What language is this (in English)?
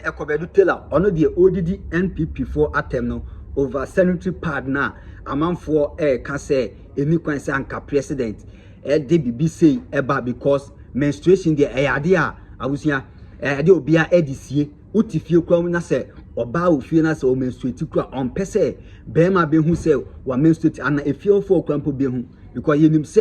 Akan